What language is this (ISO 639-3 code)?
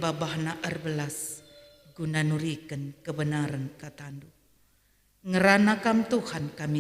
btx